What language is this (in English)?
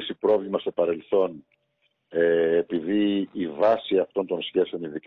Greek